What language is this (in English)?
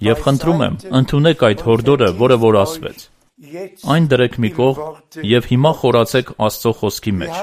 Armenian